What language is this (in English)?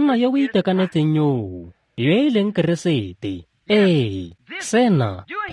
Tswana